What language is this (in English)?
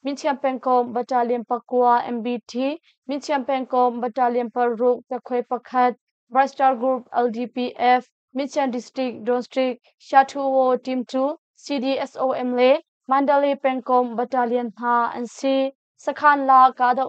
Hakha Chin